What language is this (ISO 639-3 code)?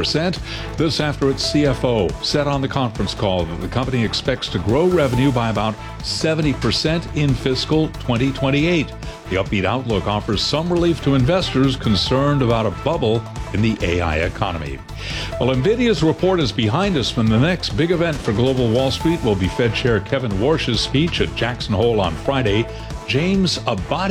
eng